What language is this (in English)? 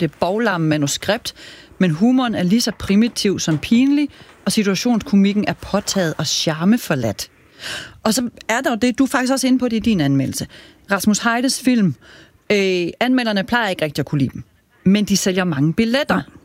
Danish